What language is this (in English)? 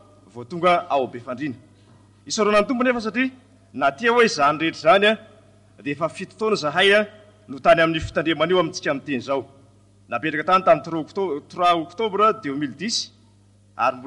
Malagasy